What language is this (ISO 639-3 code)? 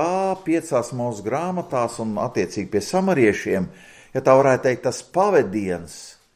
lav